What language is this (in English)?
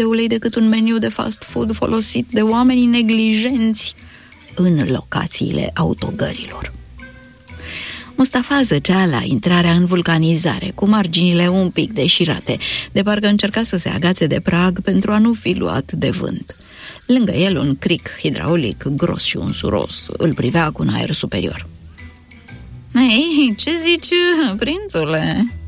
Romanian